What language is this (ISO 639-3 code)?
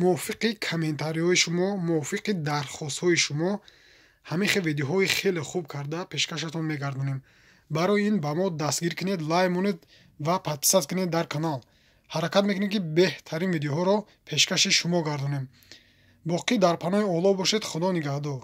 tgk